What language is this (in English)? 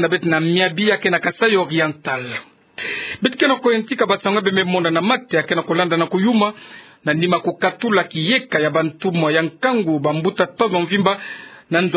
Kituba (Democratic Republic of Congo)